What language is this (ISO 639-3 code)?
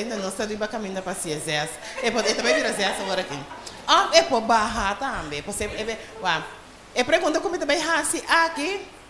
pap